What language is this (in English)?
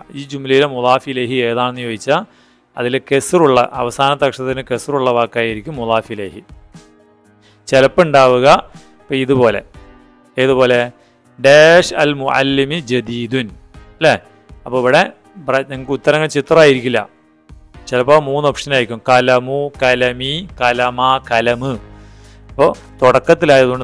Malayalam